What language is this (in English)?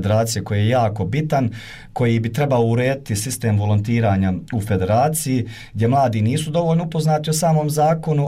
Bosnian